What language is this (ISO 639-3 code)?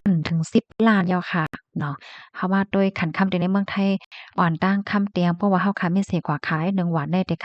shn